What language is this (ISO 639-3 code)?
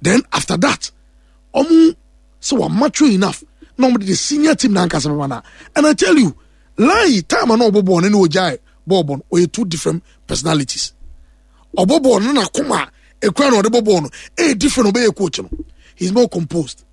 aka